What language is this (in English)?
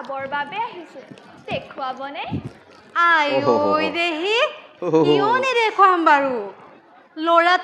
Assamese